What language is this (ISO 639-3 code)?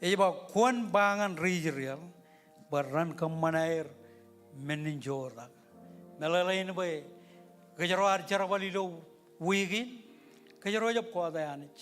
mah